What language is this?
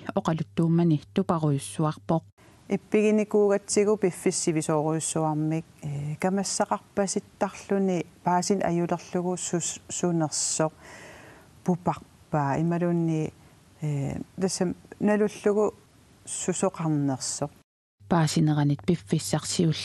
Kalaallisut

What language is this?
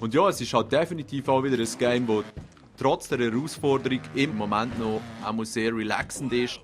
Swiss German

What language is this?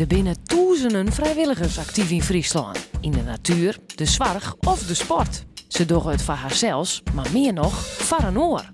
Western Frisian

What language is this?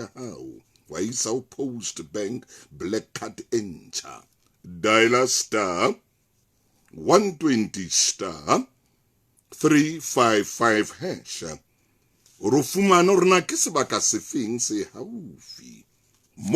Southern Sotho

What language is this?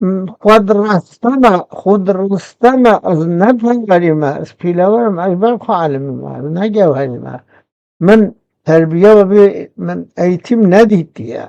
Kurdish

